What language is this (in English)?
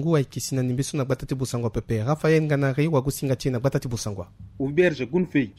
Sango